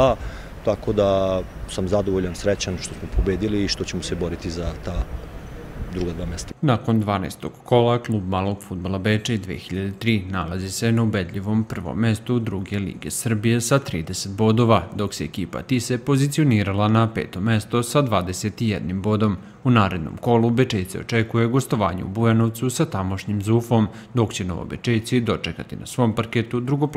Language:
Serbian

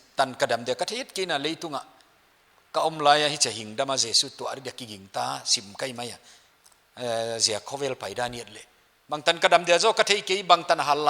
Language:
Paite Chin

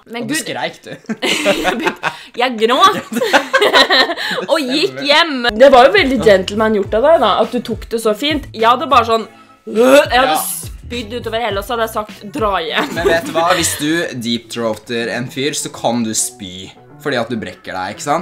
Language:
Norwegian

